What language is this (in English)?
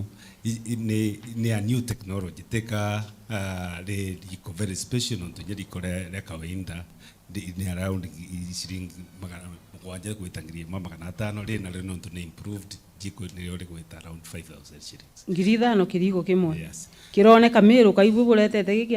Meru